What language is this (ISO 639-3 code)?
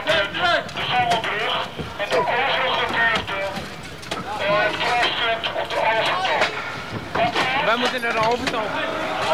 nld